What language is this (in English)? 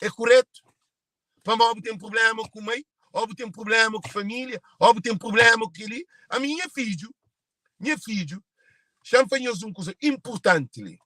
Kabuverdianu